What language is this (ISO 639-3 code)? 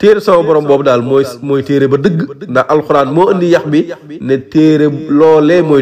wol